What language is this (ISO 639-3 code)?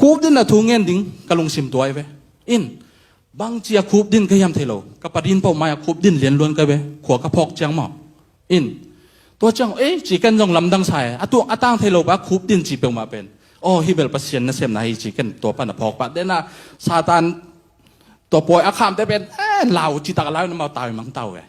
ctd